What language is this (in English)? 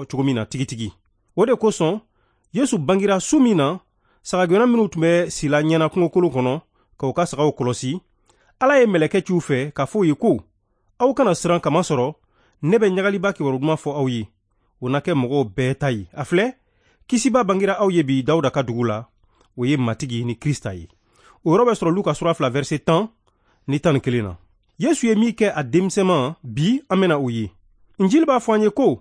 Bambara